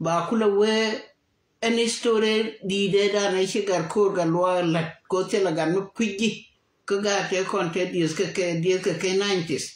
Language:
Nuer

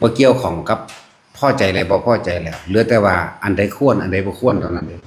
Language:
Northeastern Thai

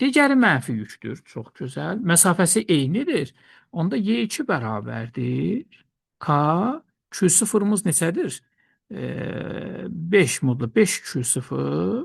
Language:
Azerbaijani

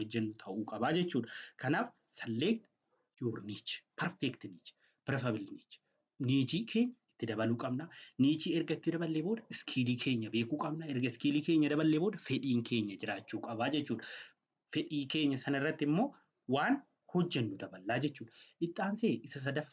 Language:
Oromo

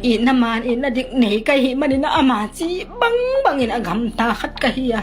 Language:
Tedim Chin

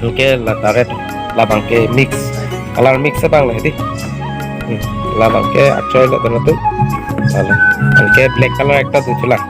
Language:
Karbi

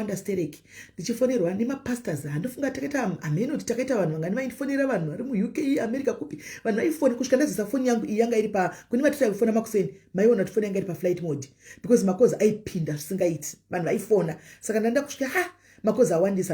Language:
Shona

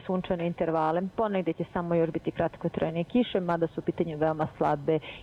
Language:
Bosnian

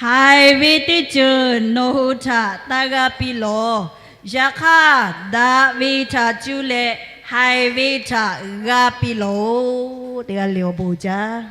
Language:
Lahu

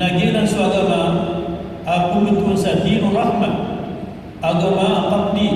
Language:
Maranao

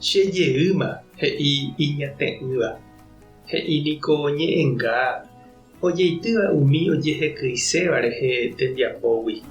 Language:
Guarani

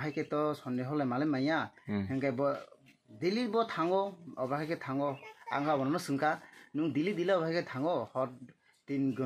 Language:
Kok Borok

